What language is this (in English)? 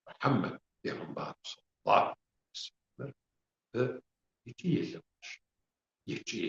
Kabardian